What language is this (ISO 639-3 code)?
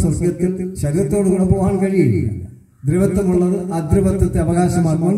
mal